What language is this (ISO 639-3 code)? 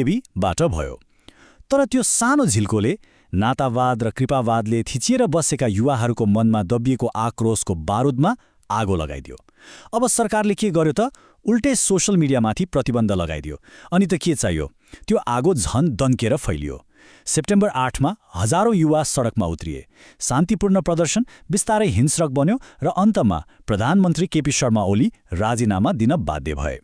nep